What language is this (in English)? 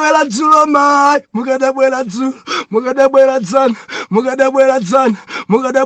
Nyanja